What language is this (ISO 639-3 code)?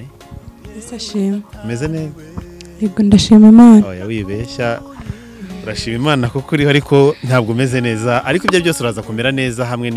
kin